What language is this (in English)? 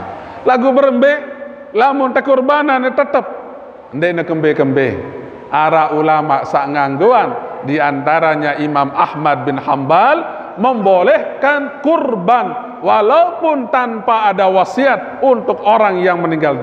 Sasak